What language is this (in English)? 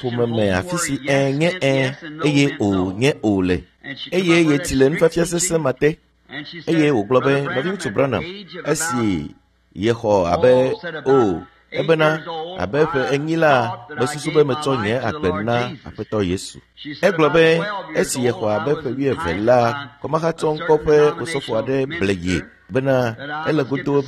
Ewe